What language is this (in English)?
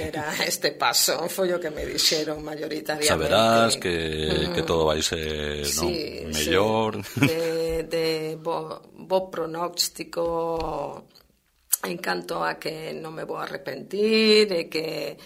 Galician